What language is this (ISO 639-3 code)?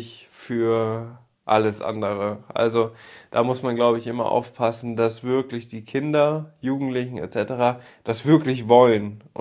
deu